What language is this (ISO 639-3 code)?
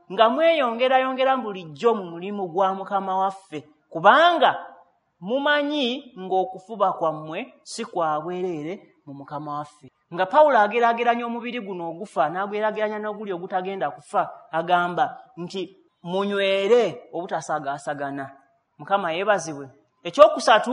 lug